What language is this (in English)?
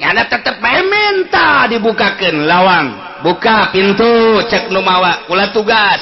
Sundanese